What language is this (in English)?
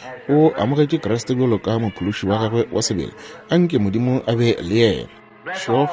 Northern Sotho